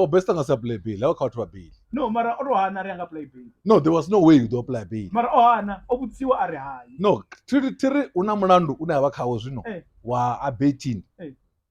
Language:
Venda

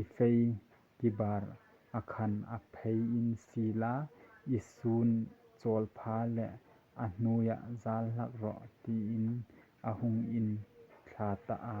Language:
Hmar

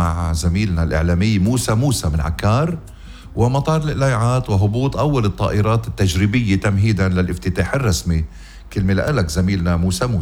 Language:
North Levantine Arabic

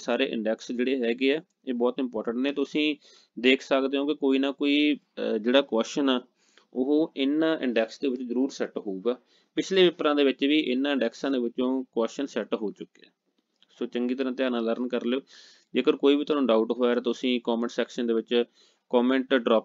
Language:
Punjabi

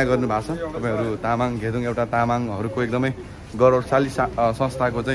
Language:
Nepali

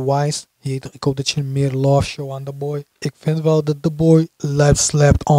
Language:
Dutch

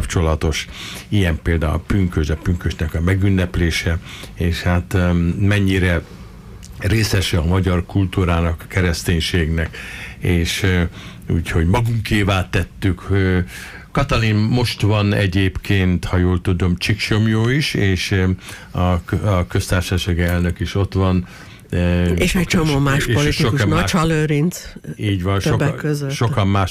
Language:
Hungarian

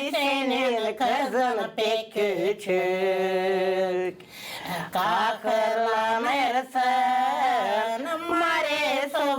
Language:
Gagauz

